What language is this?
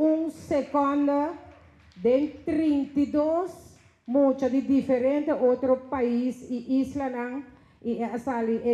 Papiamento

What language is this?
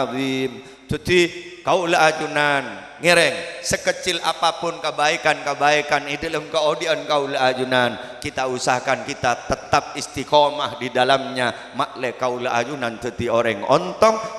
Madurese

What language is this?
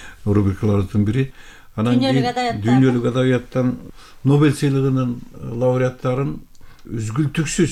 Kyrgyz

